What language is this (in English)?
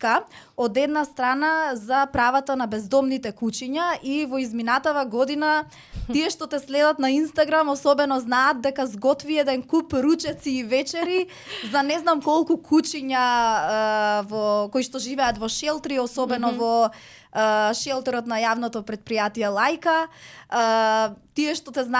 Macedonian